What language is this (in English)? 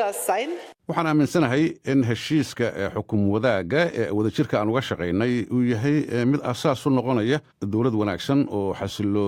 Somali